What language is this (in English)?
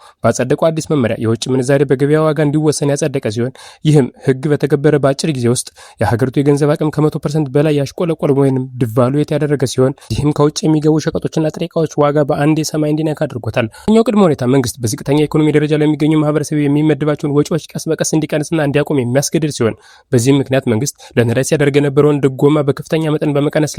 Amharic